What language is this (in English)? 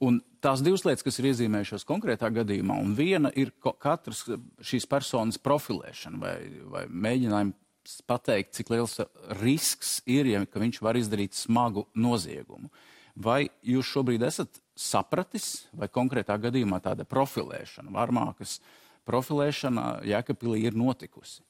Latvian